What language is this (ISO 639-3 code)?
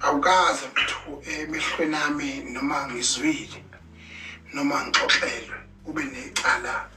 zul